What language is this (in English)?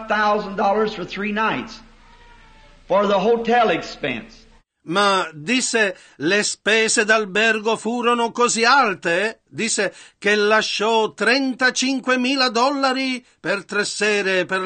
Italian